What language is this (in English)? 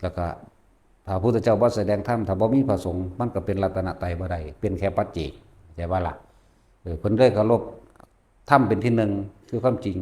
Lao